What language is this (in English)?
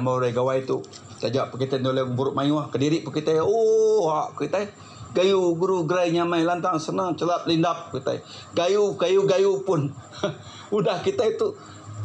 Iban